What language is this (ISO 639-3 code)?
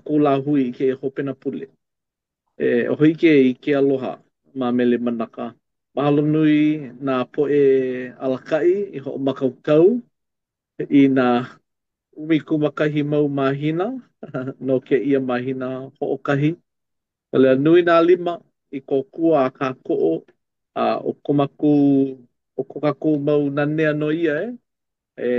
haw